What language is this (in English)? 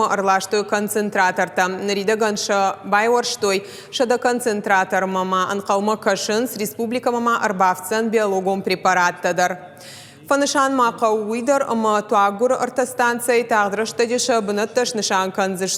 Ossetic